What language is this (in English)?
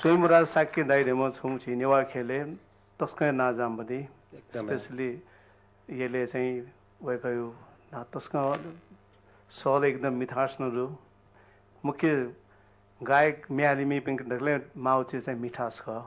Newari